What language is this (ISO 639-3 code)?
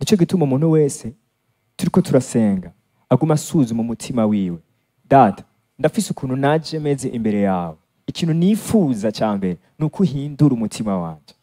run